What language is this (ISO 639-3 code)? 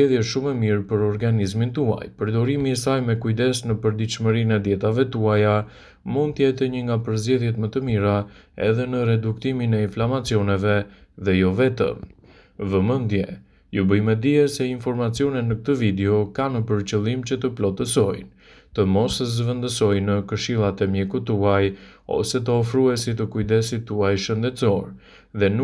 sqi